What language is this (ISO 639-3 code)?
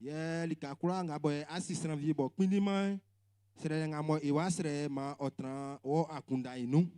bci